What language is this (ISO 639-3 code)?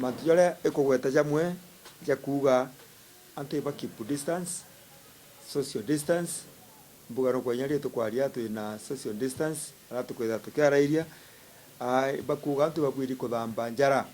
mer